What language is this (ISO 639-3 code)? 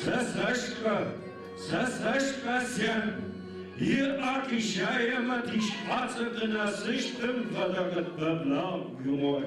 ady